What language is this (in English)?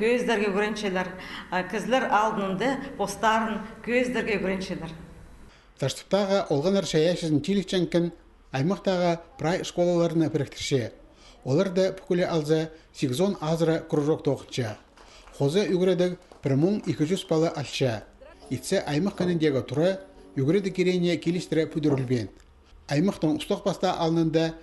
Khakas